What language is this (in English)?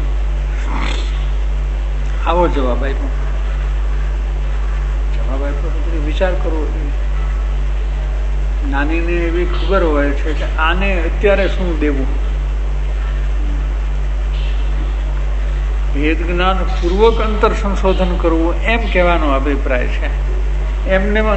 Gujarati